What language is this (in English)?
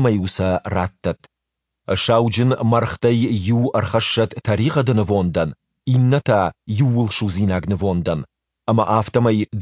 Ossetic